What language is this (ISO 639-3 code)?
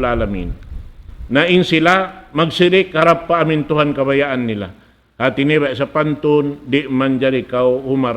tsg